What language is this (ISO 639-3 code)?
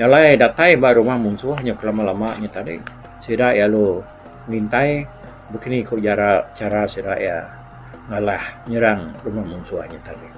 iba